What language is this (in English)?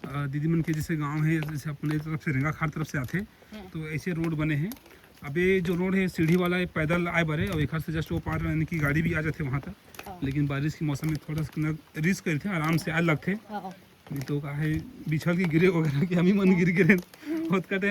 Chhattisgarhi